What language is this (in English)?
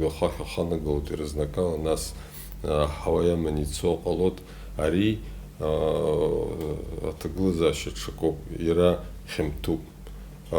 Abkhazian